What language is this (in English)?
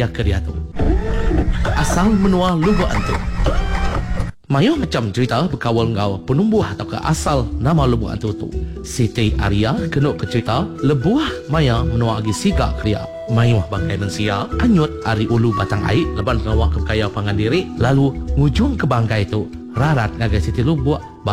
Iban